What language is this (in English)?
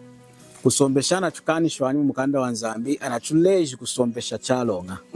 Lunda